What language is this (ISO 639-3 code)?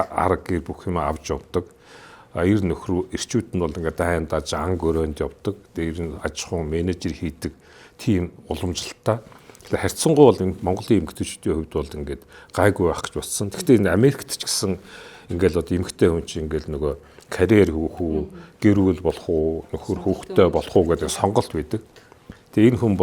mon